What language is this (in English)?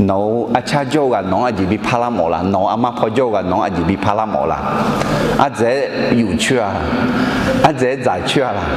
Akha